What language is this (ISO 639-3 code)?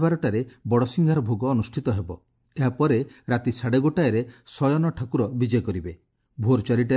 ori